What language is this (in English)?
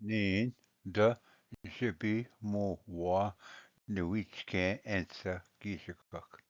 Ojibwa